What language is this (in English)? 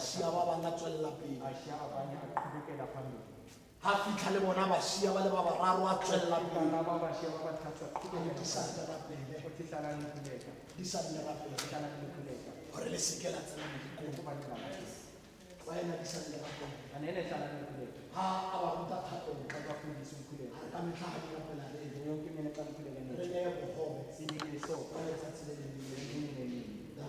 Tswana